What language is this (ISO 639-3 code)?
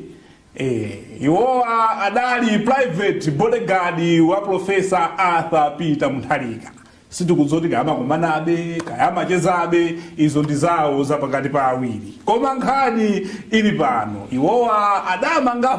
nya